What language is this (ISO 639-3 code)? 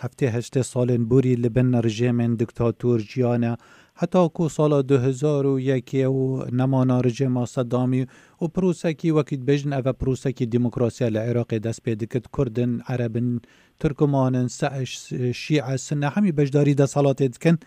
kur